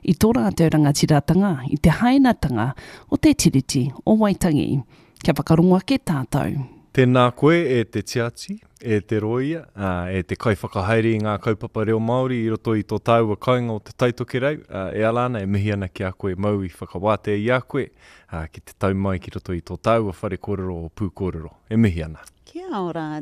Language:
Māori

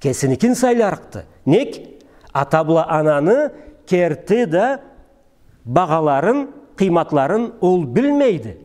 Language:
Karachay-Balkar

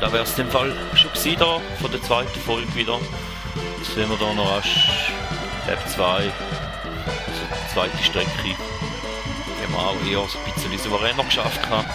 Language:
Swiss German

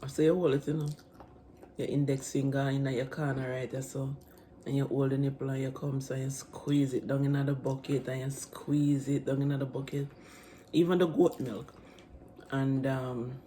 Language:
Jamaican Creole English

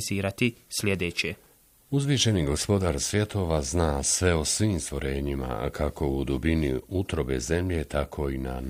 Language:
Bosnian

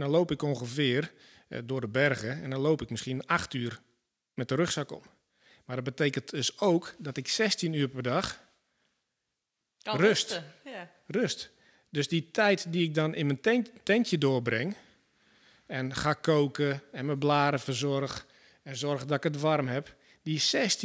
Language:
Dutch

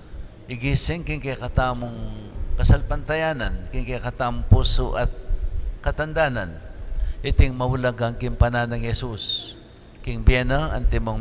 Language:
Pampanga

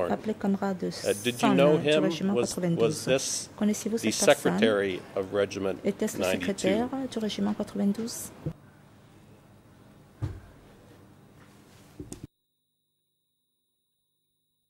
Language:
French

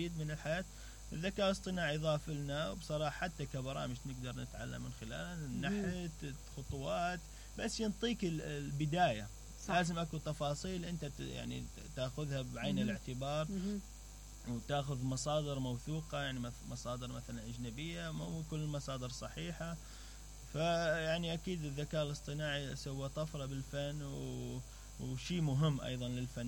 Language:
Mesopotamian Arabic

